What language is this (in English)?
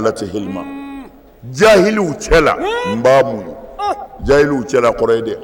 Bambara